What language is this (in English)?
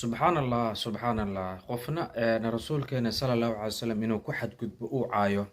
Somali